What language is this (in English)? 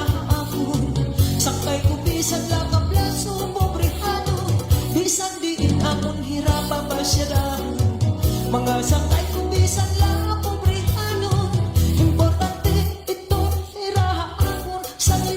Waray